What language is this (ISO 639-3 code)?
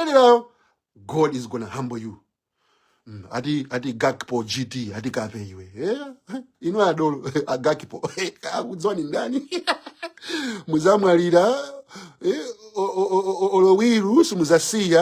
nya